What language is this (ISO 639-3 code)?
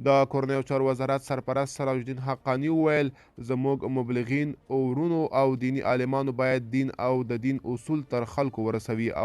pus